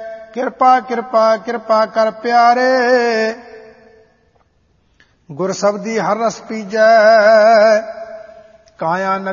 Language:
Punjabi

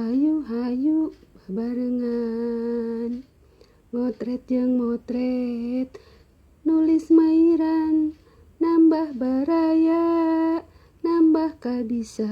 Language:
Sundanese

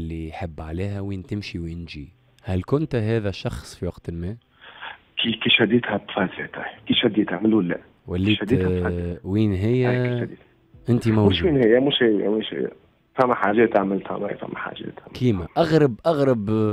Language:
Tunisian Arabic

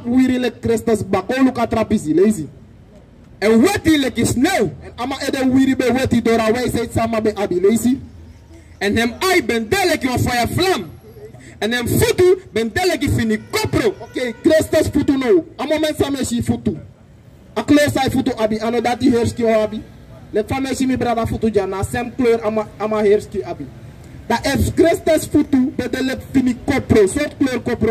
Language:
Sranan Tongo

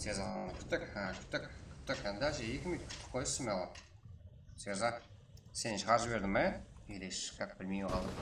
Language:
Kara-Kalpak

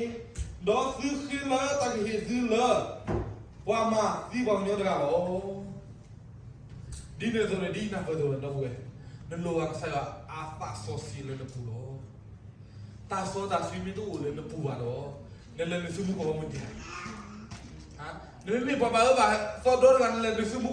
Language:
S'gaw Karen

